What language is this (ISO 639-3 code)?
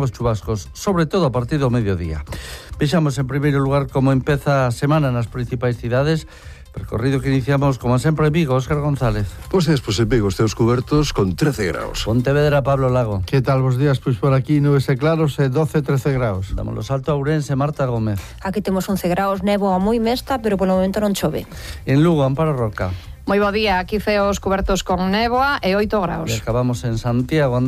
glg